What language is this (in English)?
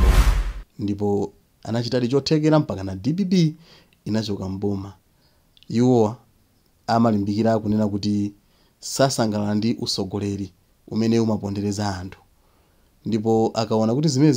Nyanja